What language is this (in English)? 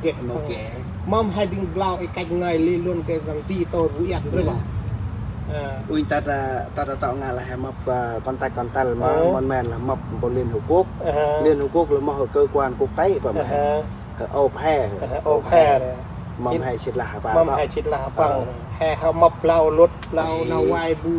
Central Mnong